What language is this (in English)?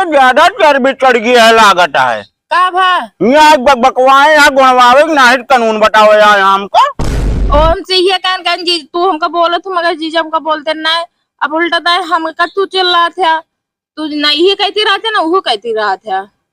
Awadhi